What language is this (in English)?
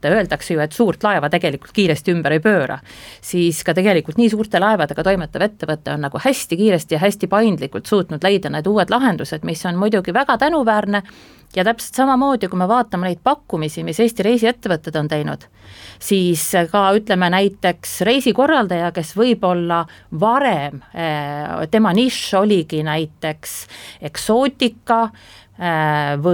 Estonian